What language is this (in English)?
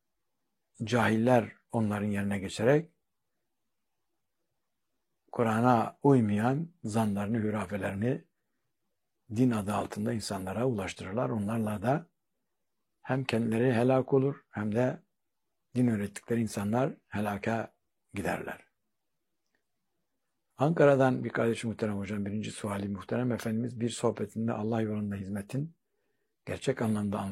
Turkish